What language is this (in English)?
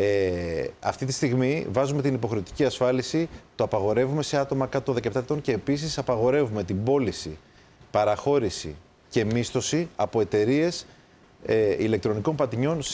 Greek